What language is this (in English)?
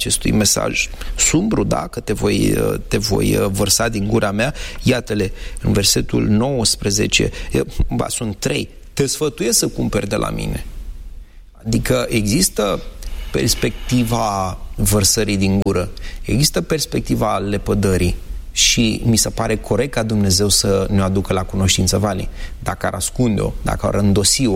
Romanian